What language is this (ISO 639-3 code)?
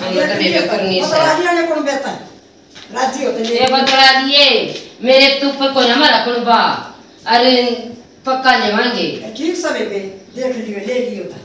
bgc